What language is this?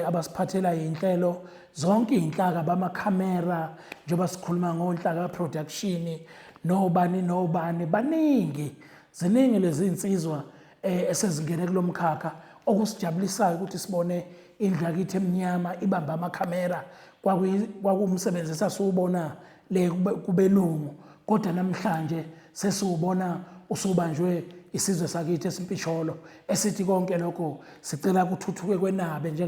Zulu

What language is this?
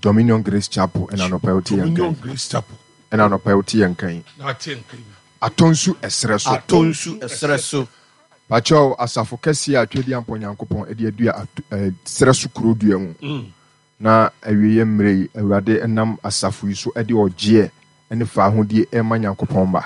Akan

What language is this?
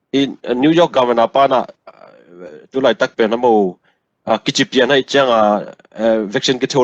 Tedim Chin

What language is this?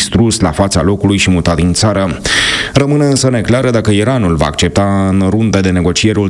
Romanian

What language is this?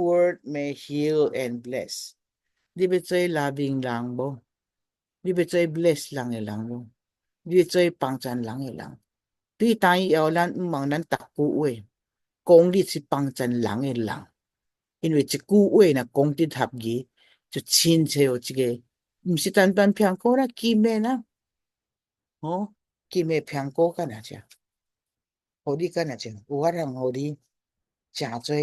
Min Nan Chinese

